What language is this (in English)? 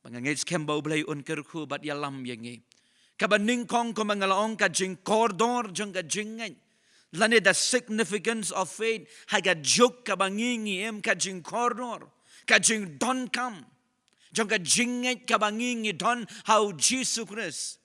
Khasi